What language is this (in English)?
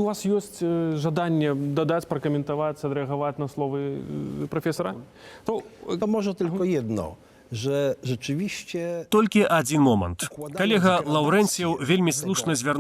Belarusian